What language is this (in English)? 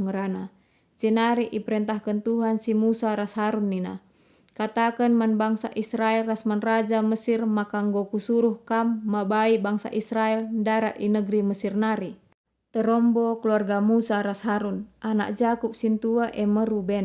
Batak Karo